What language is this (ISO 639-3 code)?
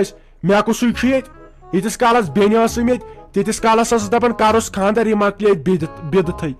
kas